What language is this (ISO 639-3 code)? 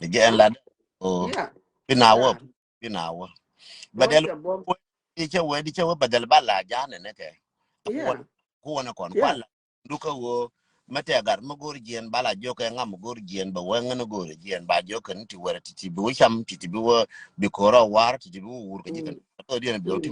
nus